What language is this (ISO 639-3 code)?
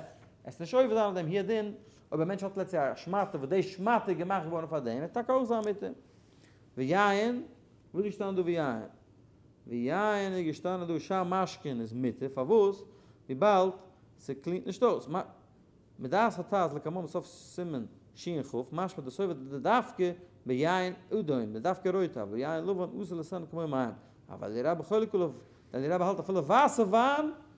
yid